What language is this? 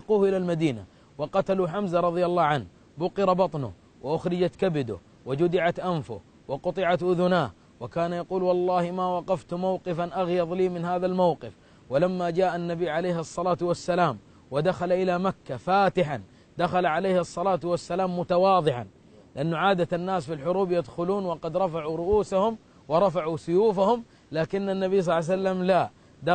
Arabic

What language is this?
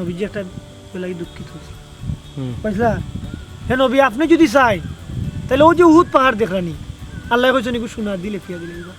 Sylheti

